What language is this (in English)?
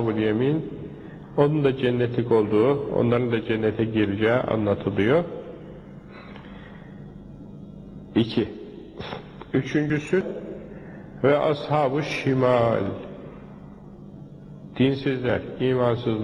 Turkish